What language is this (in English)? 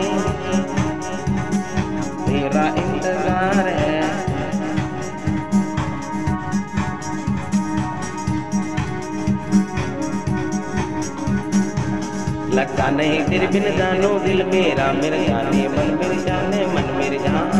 Hindi